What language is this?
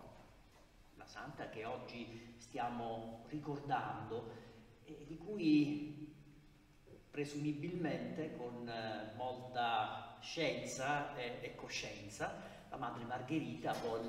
Italian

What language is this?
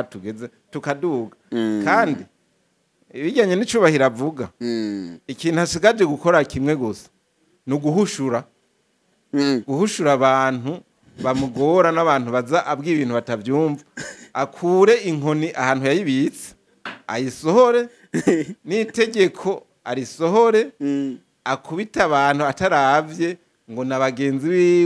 Rundi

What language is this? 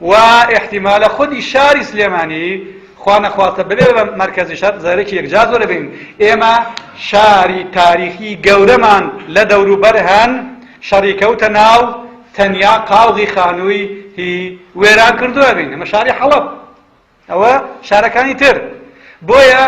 Central Kurdish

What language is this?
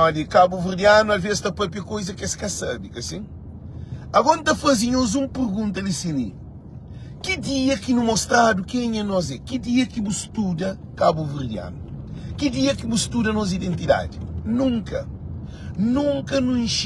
Kabuverdianu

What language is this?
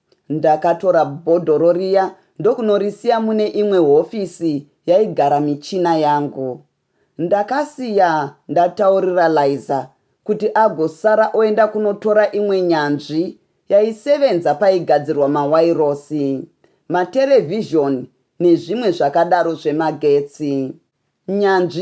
Shona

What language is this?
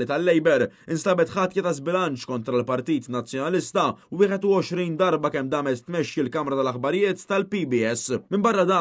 Maltese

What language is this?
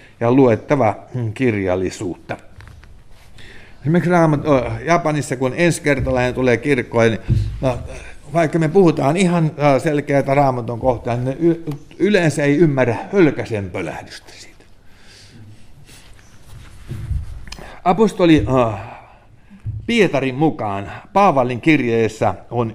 Finnish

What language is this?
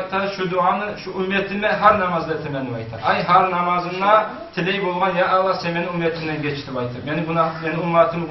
Kumyk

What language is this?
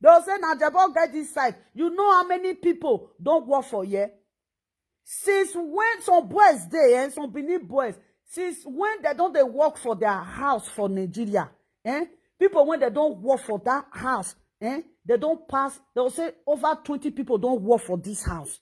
Nigerian Pidgin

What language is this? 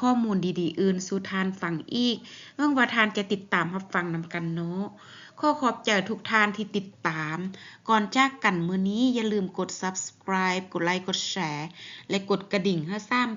Lao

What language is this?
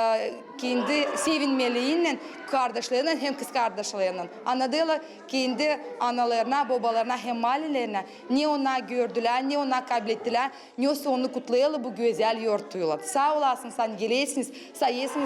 Gagauz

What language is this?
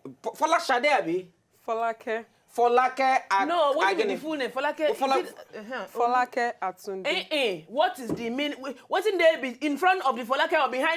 Nigerian Pidgin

